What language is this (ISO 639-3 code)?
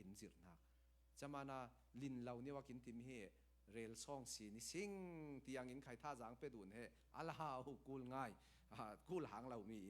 cfm